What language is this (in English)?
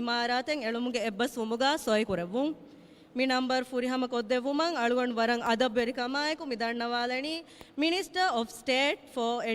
Divehi